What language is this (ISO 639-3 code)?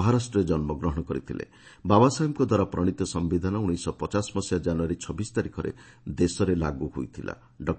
ori